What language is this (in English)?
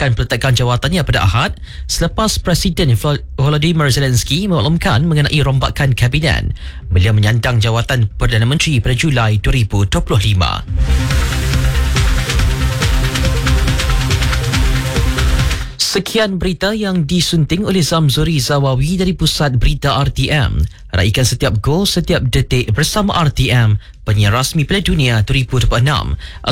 Malay